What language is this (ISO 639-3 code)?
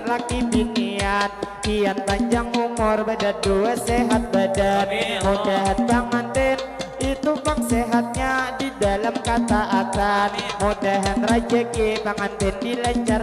bjn